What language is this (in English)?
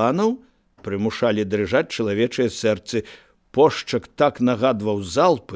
Belarusian